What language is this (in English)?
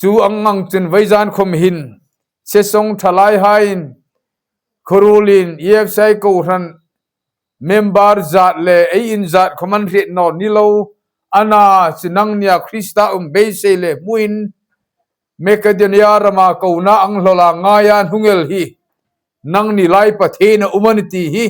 Hmar